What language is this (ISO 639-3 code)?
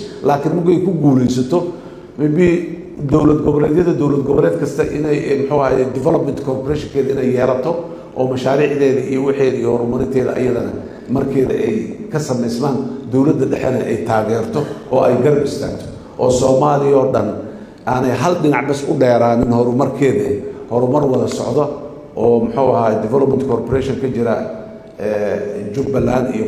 som